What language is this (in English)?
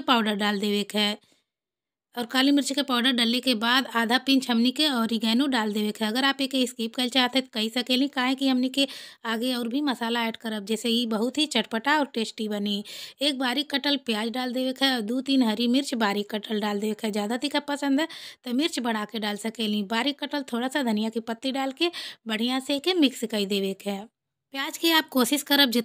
Bhojpuri